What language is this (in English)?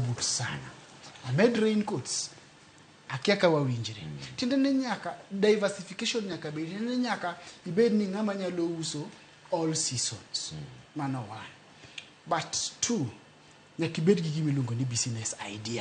Luo (Kenya and Tanzania)